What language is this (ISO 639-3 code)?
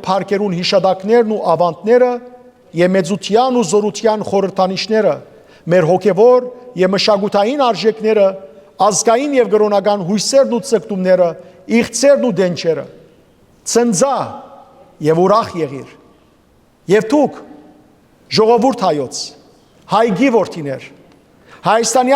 hyw